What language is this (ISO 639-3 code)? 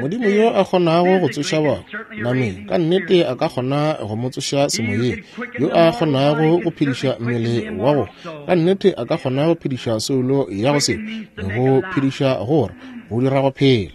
nso